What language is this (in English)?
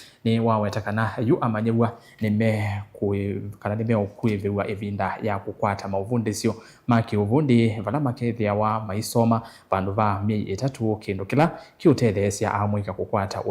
Kamba